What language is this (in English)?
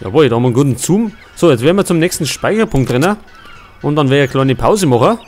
Bavarian